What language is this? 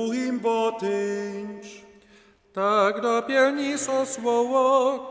Upper Sorbian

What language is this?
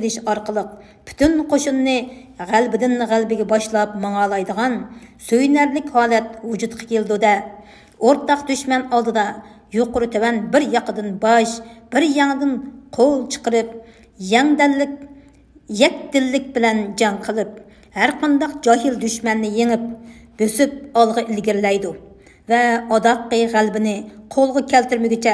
Uyghur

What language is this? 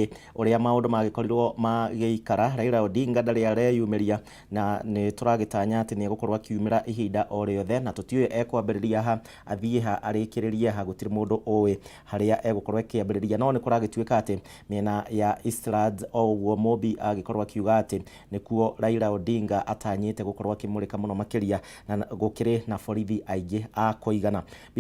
Kikuyu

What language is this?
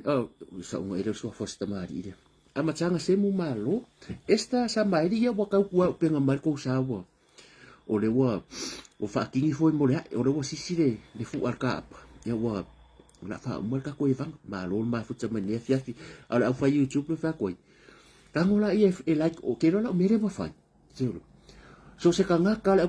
Samoan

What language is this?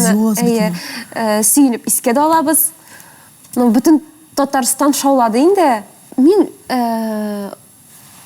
Tatar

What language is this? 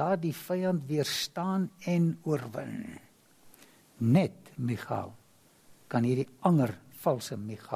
Afrikaans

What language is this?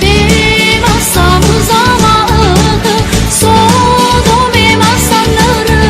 Nias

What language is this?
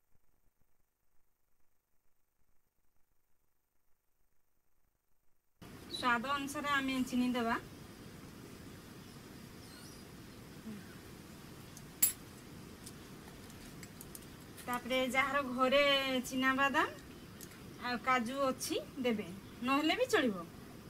Odia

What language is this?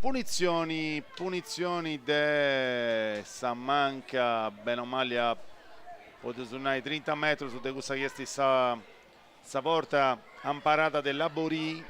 Sardinian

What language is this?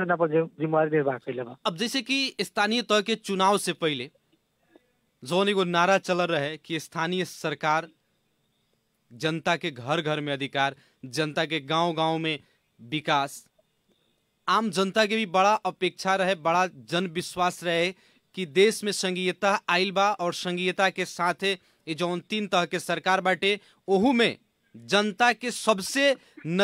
Bhojpuri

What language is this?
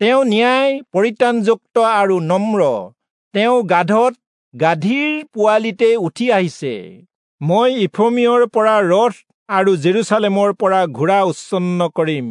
Assamese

